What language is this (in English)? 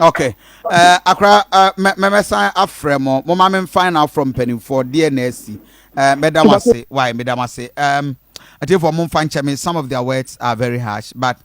Akan